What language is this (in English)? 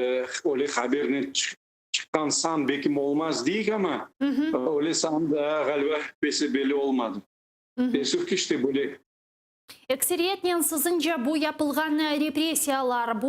Crimean Tatar